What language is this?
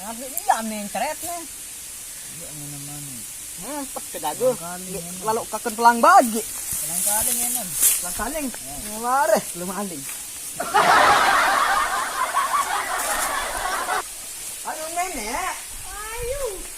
Sasak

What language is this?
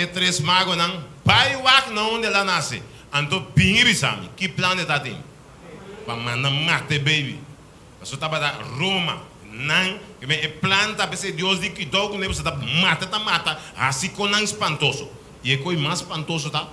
Papiamento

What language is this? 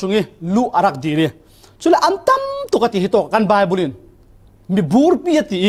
Falam Chin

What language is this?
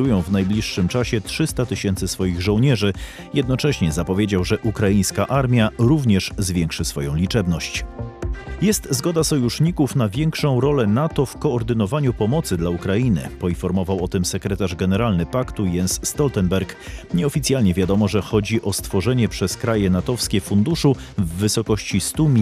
Polish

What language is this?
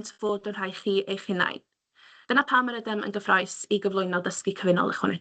Welsh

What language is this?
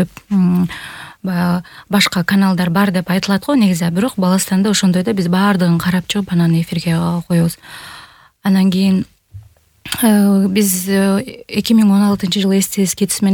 Kyrgyz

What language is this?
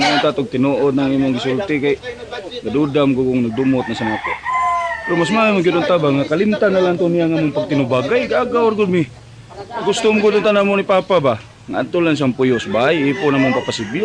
Cebuano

